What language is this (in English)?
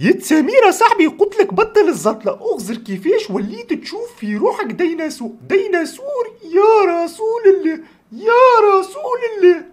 Tunisian Arabic